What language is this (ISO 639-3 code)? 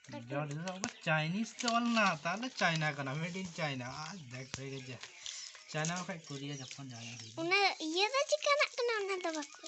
sat